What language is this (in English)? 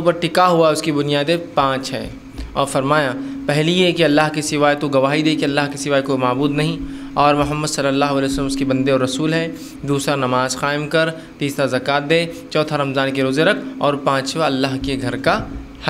Urdu